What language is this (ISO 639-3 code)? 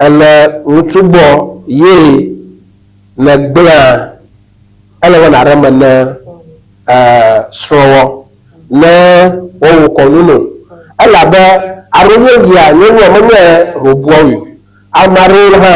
ewe